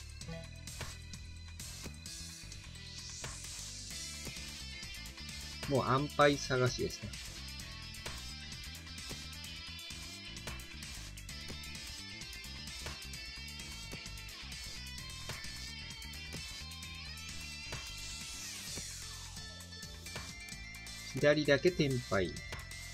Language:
Japanese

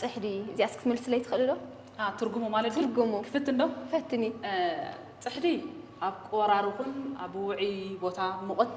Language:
Tigrinya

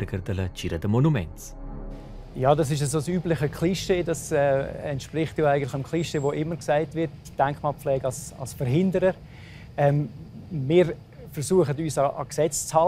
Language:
Romansh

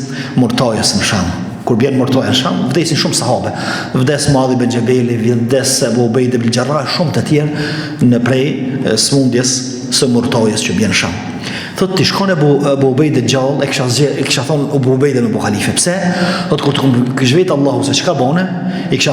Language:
Albanian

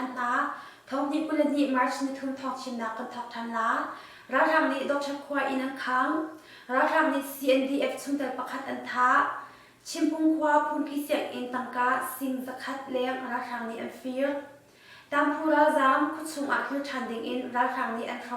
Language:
Hakha Chin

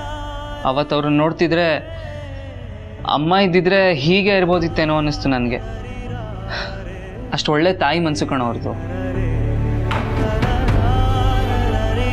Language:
Kannada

